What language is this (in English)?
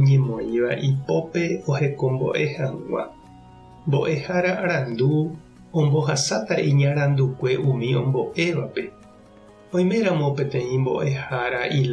Guarani